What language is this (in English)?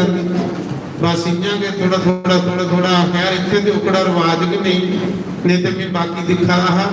Dogri